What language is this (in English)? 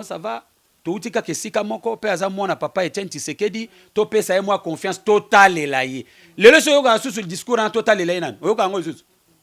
Lingala